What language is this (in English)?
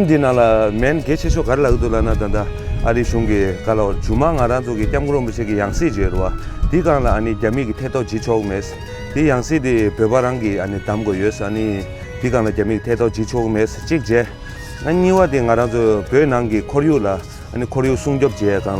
Tibetan